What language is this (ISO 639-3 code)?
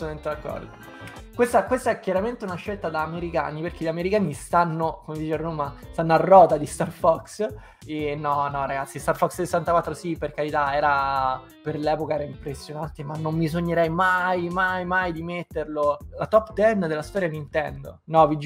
ita